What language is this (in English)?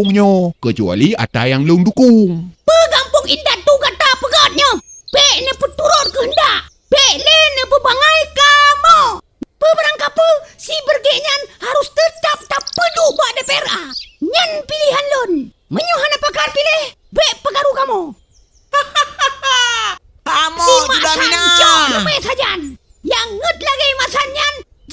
Achinese